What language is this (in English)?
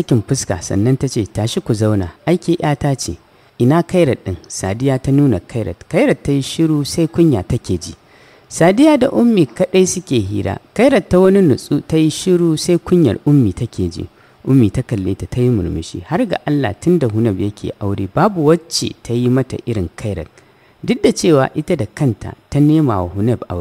Hausa